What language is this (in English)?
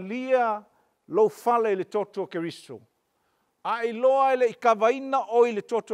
Samoan